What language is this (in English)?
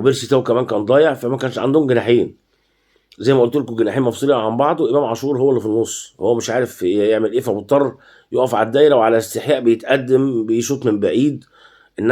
Egyptian Arabic